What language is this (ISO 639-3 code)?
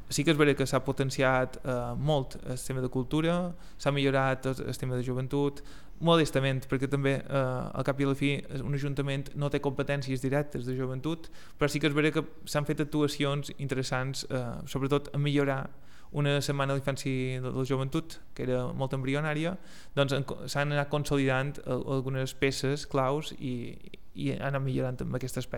cat